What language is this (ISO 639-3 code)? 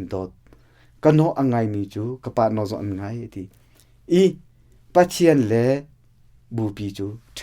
cnh